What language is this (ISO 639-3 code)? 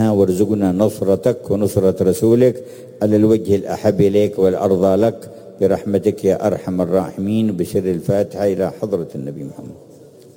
ara